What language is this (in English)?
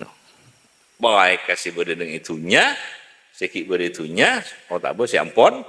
Madurese